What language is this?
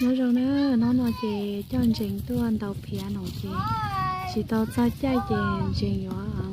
Hmong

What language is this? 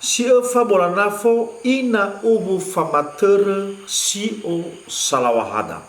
Nias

